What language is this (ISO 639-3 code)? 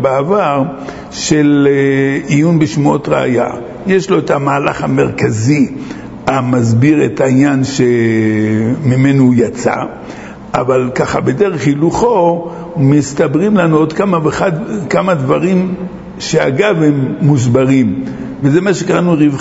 heb